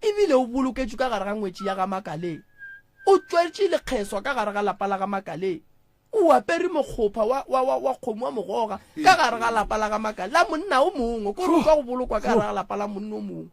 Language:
Northern Sotho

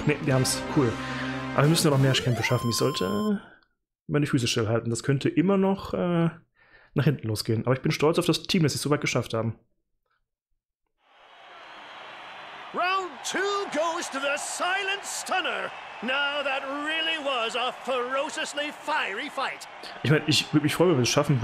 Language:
German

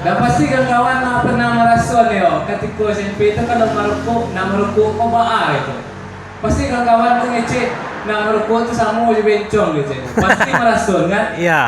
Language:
Minangkabau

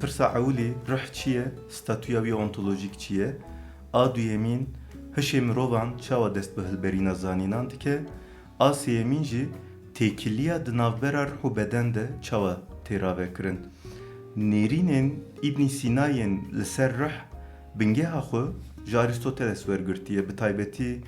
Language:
Kurdish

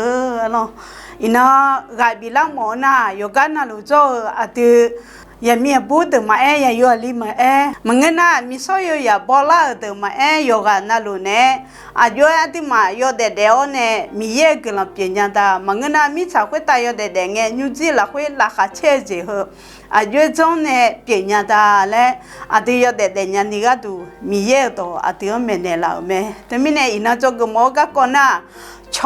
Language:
Akha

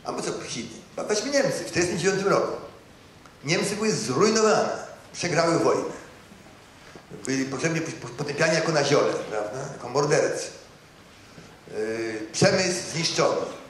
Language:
Polish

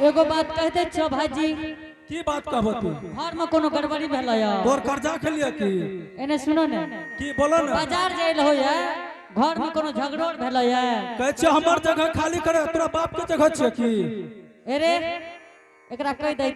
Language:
Angika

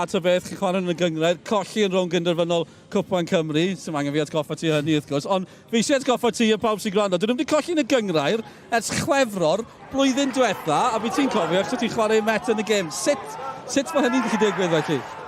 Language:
Welsh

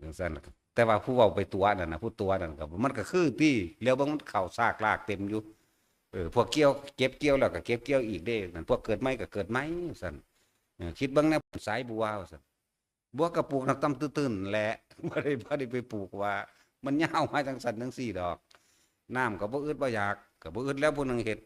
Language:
Northeastern Thai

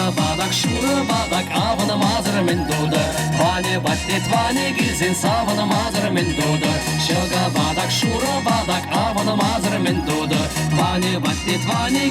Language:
Chuvash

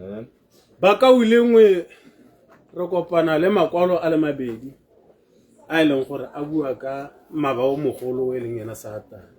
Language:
Tswana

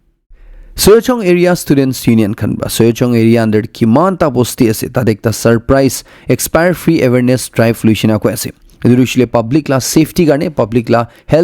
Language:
Naga Pidgin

